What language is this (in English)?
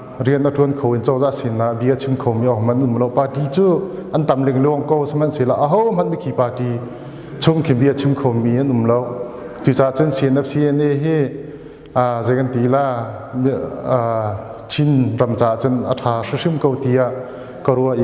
Hakha Chin